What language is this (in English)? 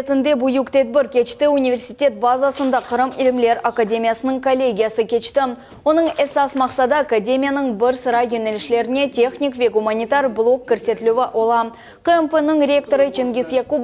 Crimean Tatar